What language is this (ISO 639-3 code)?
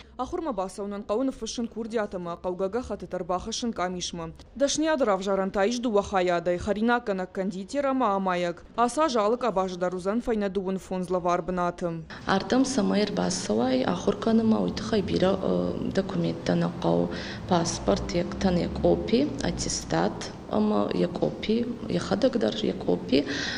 oss